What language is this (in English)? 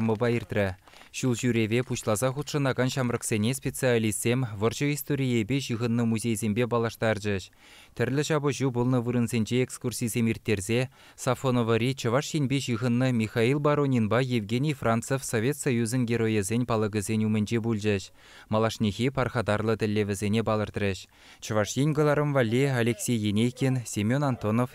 Chuvash